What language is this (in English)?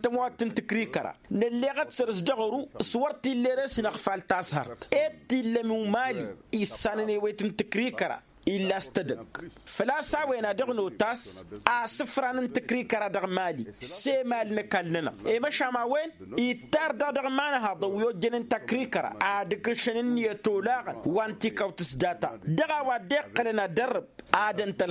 Tamasheq